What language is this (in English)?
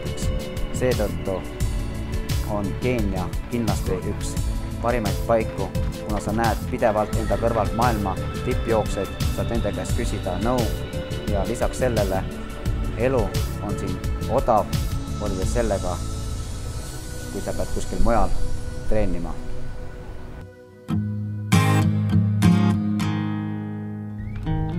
Estonian